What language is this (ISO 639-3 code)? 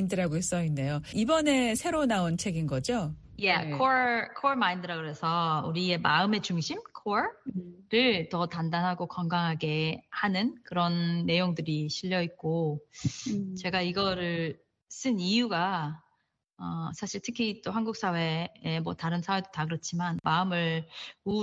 kor